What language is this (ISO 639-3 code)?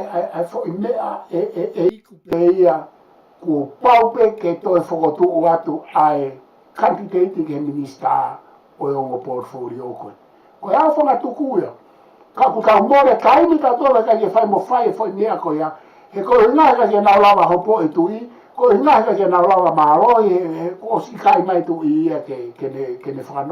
ton